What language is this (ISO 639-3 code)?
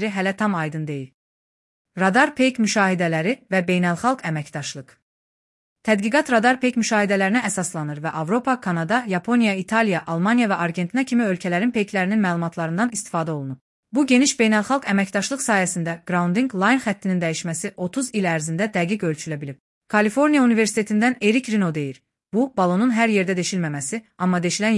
aze